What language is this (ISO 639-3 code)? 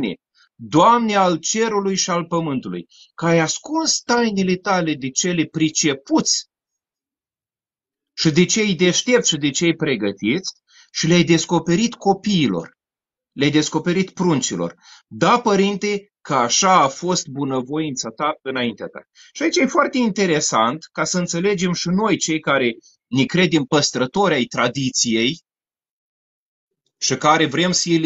ron